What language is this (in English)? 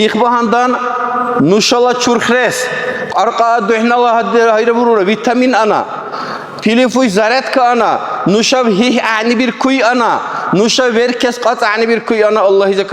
Dargwa